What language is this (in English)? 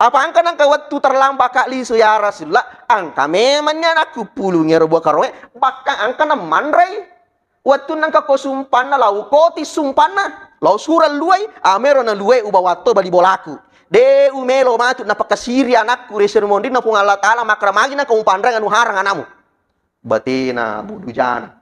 Buginese